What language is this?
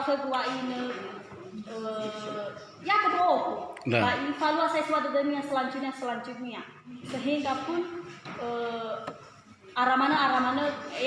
Nias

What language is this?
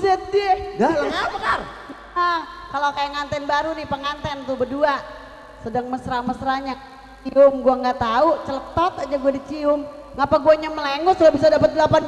Betawi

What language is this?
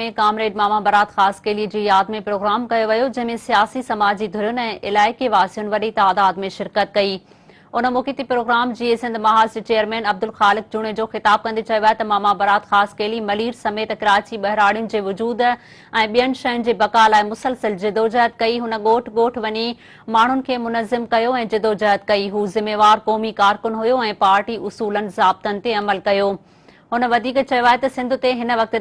Sindhi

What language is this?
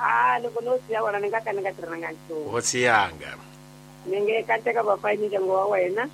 Tsonga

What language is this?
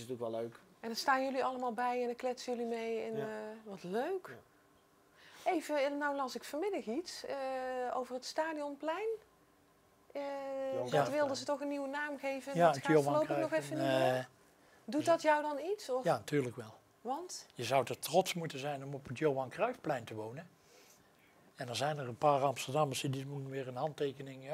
Dutch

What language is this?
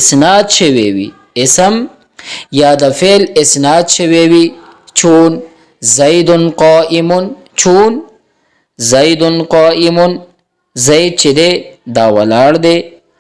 Pashto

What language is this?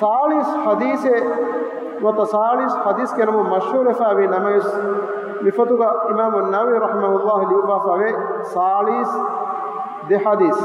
Divehi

